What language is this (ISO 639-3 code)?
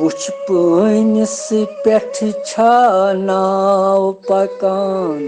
kas